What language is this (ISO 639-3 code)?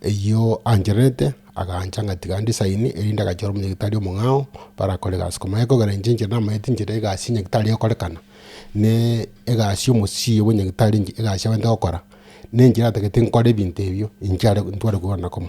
guz